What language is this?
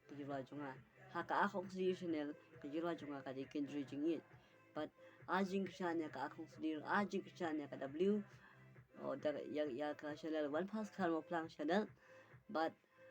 Khasi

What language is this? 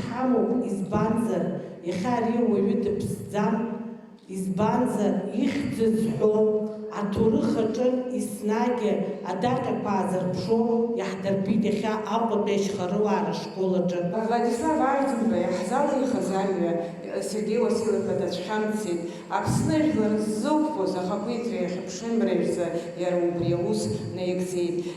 Abkhazian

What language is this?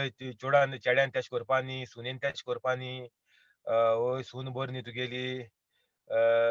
Konkani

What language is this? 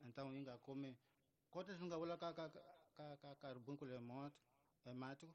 Tsonga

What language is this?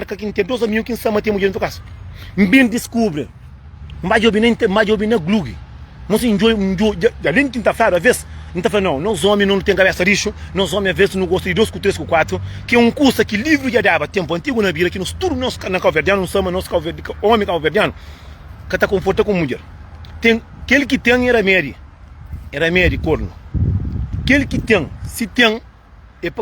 Kabuverdianu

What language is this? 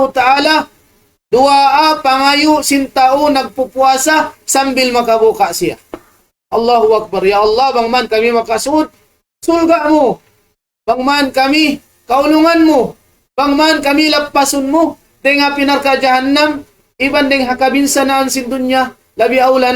Tausug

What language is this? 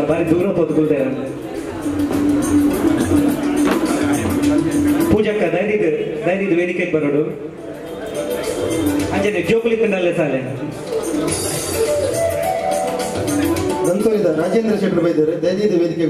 Kannada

